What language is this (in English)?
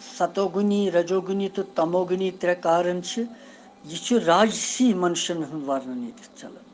Kashmiri